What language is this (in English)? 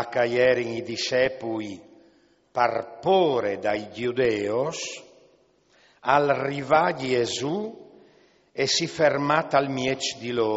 Friulian